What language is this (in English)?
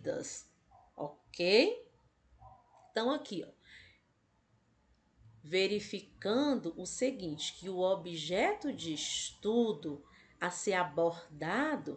Portuguese